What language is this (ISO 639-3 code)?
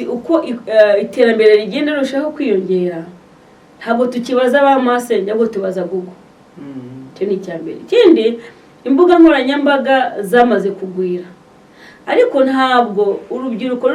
kin